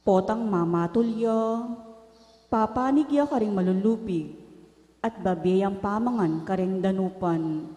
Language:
Pampanga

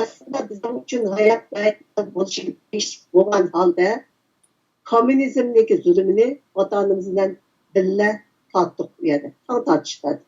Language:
Uyghur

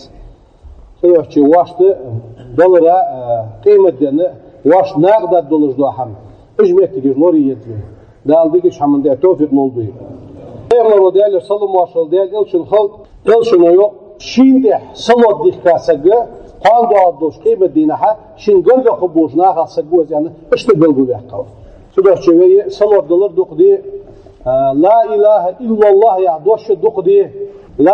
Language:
Ingush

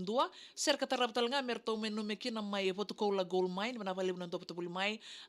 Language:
Fijian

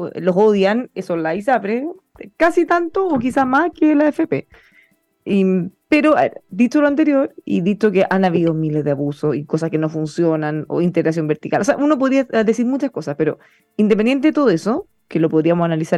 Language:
Spanish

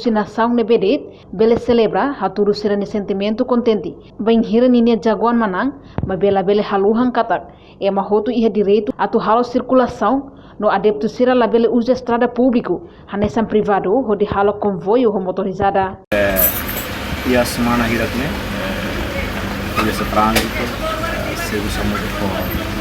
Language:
Tetum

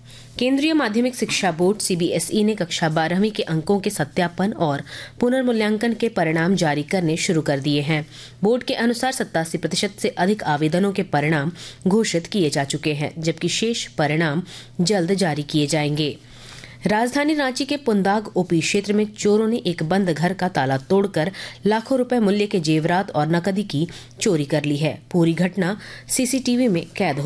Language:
Hindi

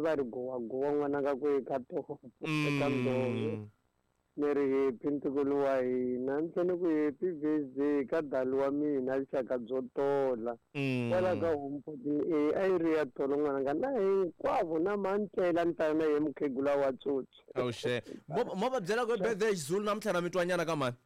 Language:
Tsonga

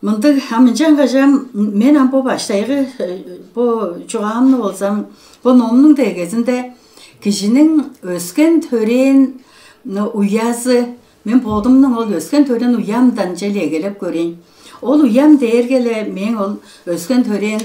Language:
Tuvinian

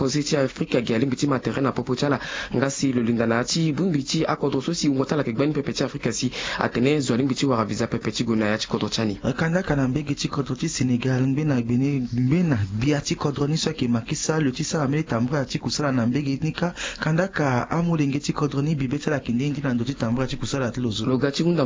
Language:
Sango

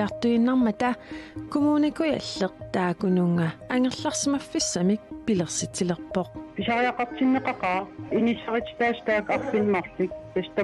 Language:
Kalaallisut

